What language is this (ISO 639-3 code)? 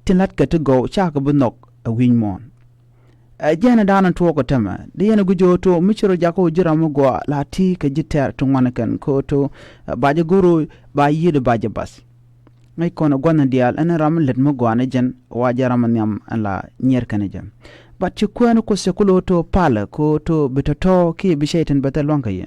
nus